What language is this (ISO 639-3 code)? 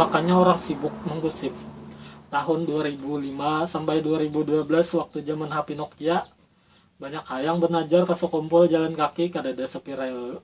bjn